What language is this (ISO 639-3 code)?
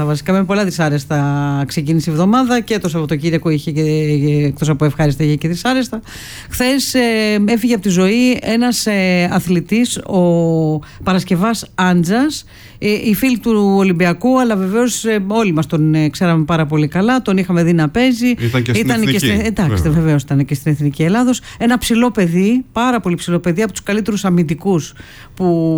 ell